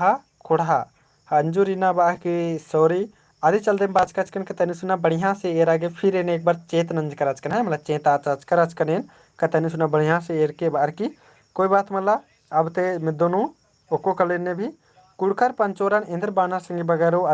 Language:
Kurukh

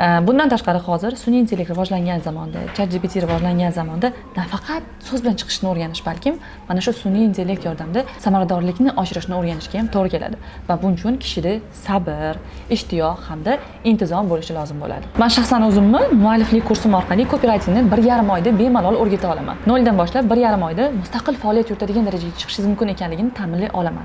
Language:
Uzbek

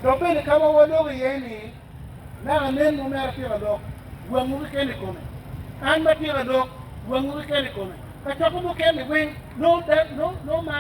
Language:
Acoli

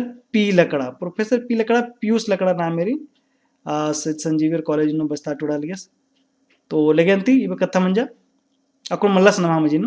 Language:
Kurukh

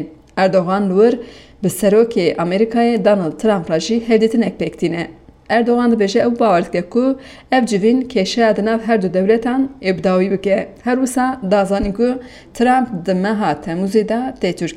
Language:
Kurdish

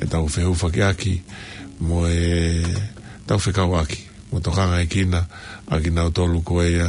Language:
Tongan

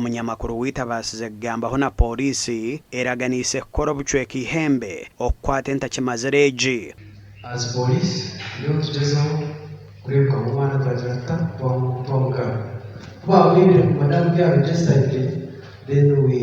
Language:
Nyankole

